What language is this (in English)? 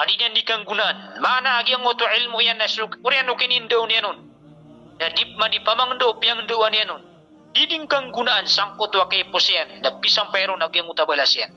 Maranao